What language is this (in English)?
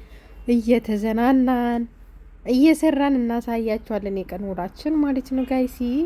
Amharic